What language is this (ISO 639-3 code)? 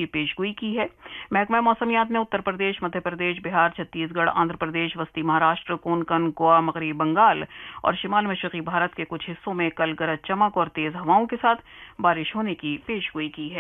urd